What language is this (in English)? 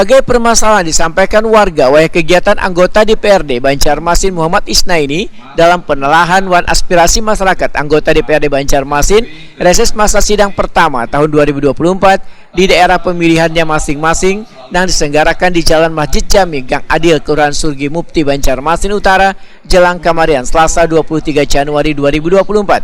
Banjar